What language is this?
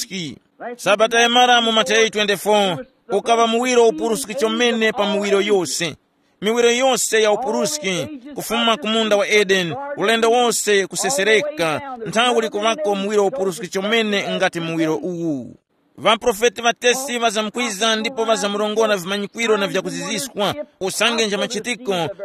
Tumbuka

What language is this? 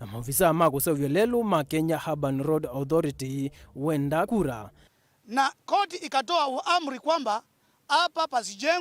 Kamba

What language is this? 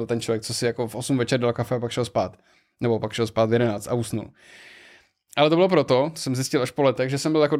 Czech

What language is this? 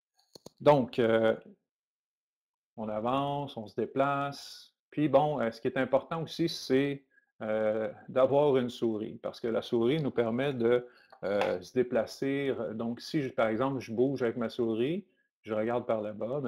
French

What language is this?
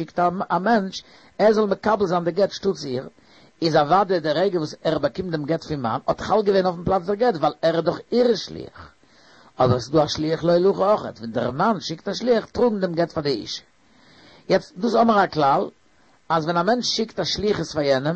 Yiddish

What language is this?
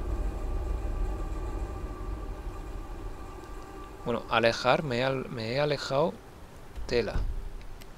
Spanish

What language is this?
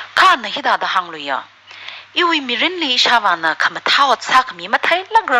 Tangkhul Naga (India)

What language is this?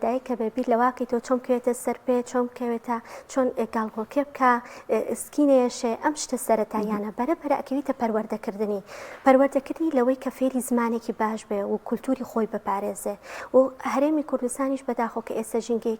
Central Kurdish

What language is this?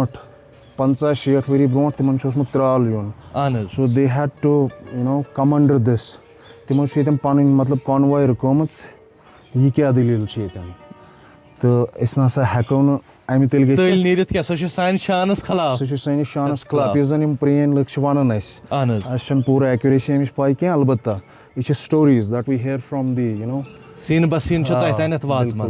Kashmiri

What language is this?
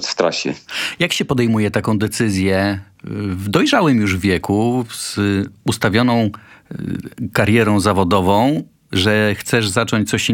Polish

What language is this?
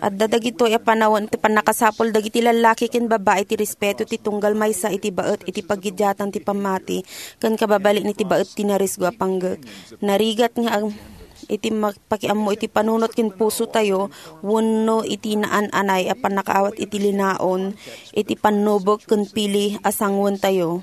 Iloko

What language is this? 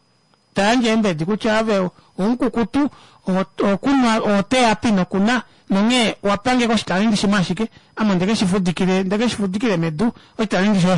Kuanyama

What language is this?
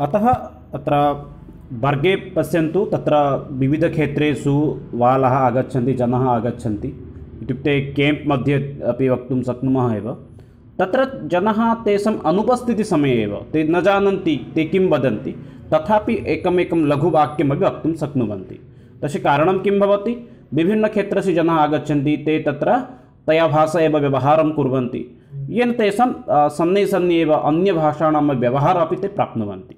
Sanskrit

